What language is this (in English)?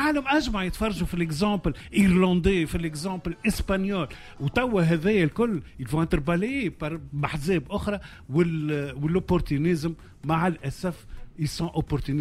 Tunisian Arabic